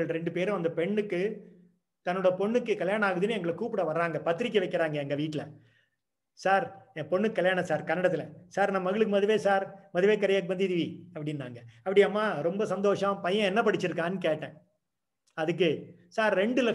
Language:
Tamil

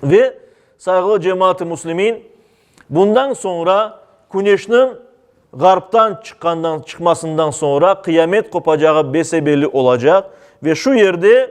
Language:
Crimean Tatar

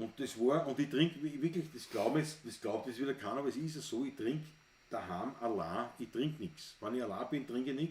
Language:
Bavarian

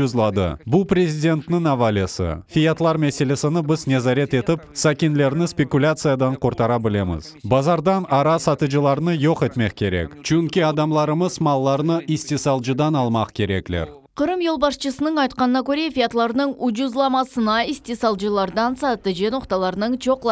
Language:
Crimean Tatar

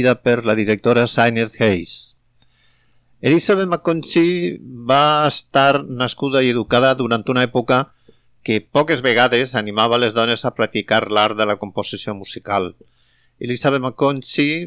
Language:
Catalan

